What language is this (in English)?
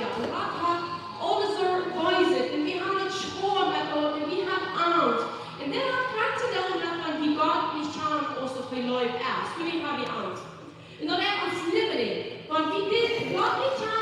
Plautdietsch